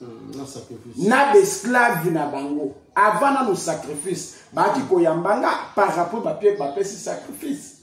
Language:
Lingala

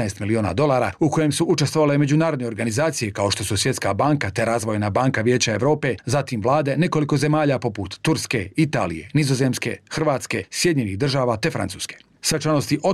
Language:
Bosnian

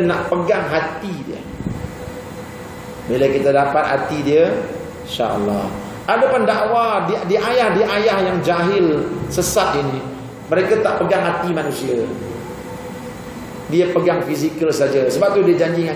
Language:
Malay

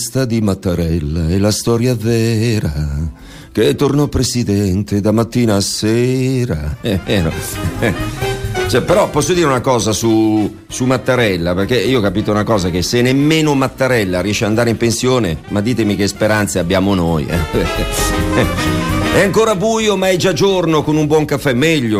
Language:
Italian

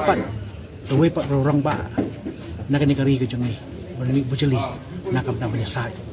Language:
Khasi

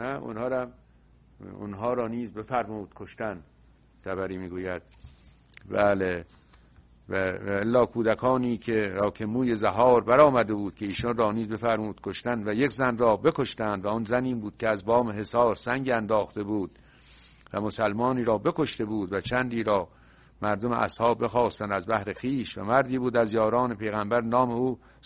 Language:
Persian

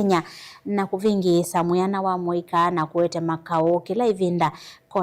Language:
Kamba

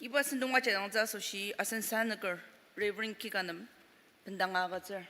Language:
Ao Naga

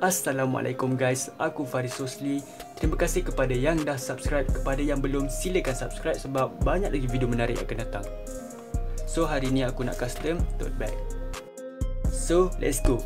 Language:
Malay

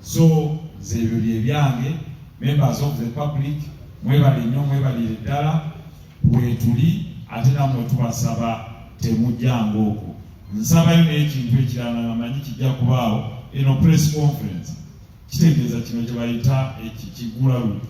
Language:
Ganda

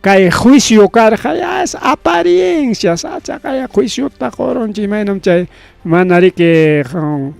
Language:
Ayacucho Quechua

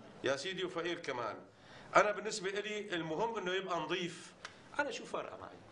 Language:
North Levantine Arabic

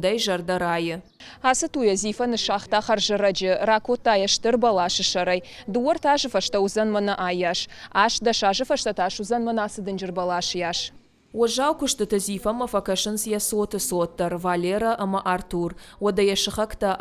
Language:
Ossetic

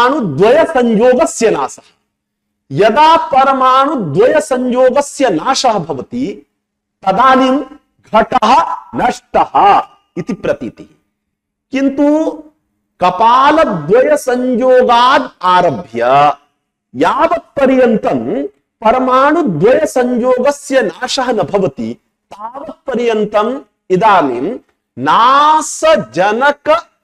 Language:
Sanskrit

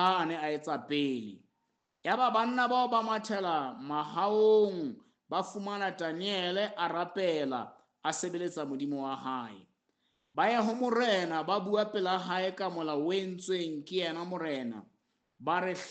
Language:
Southern Sotho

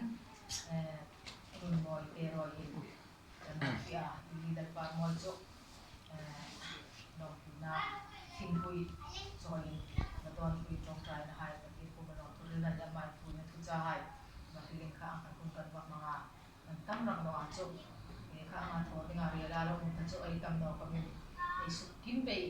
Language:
Hmar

